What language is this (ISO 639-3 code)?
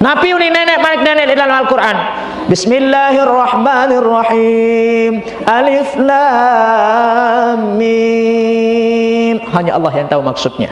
sas